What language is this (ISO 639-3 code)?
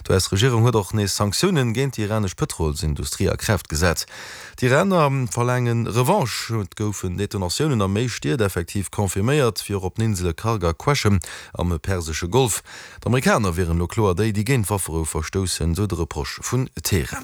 ltz